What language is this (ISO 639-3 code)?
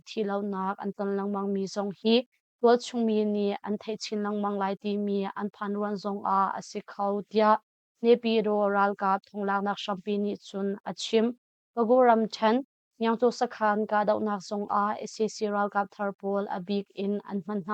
cnh